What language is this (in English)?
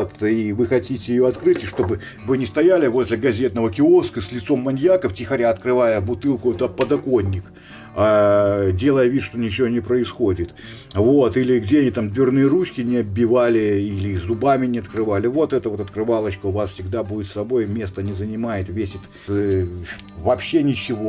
Russian